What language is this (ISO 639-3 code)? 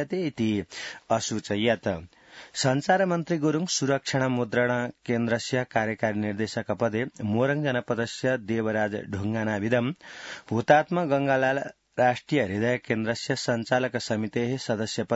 san